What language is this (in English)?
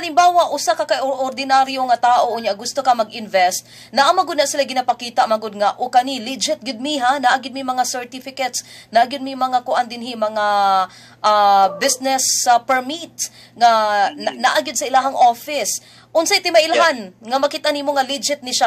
Cebuano